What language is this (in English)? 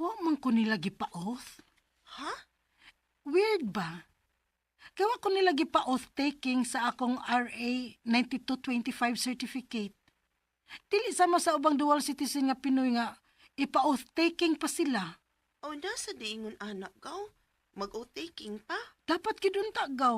Cebuano